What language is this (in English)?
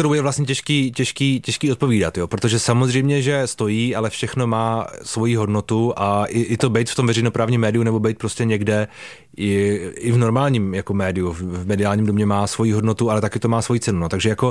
Czech